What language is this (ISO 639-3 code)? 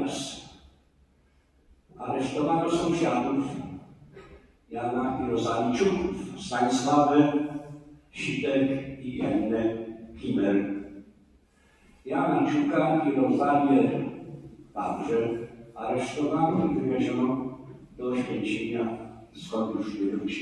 pol